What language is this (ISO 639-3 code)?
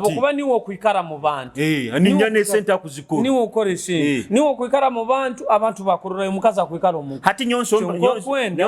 nyo